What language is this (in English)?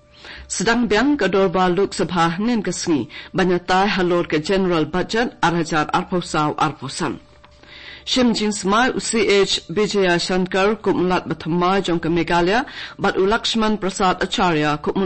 Khasi